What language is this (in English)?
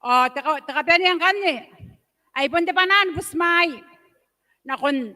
Gilbertese